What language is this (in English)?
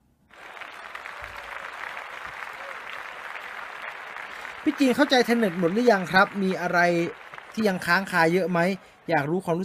Thai